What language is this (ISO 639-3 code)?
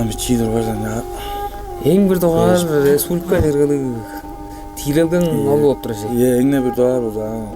tyv